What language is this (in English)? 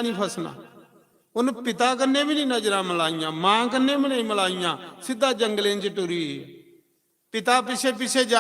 Dogri